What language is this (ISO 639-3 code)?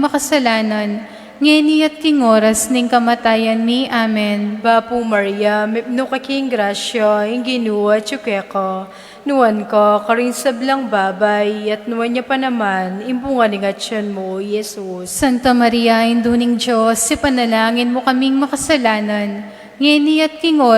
pam